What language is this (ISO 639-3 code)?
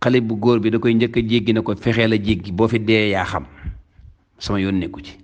wol